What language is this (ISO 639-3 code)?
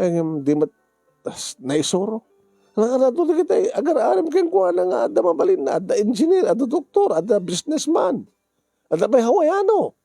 ilo